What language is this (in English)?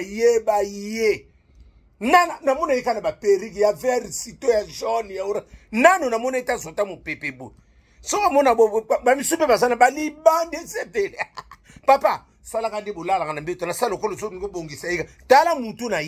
Lingala